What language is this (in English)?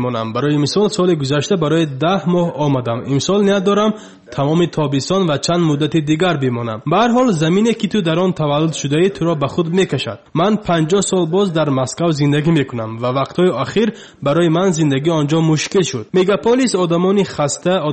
Tajik